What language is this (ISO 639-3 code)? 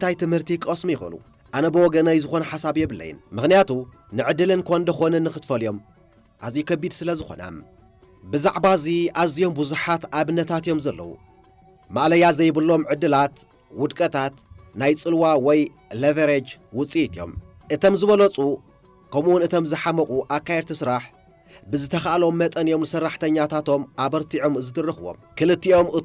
tir